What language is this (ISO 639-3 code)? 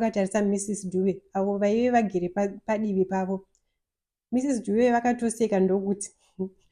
sna